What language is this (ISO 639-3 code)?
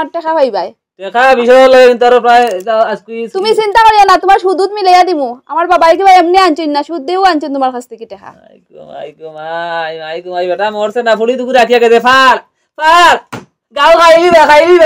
syl